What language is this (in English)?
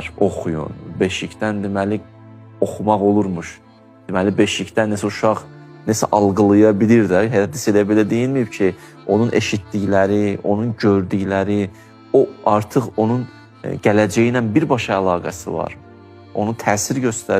Azerbaijani